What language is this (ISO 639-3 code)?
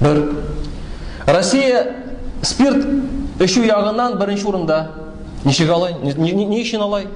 tat